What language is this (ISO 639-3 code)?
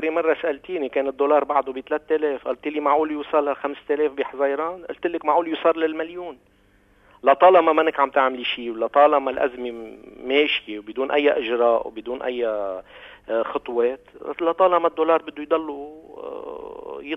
apc